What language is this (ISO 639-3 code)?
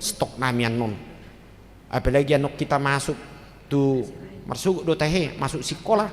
bbc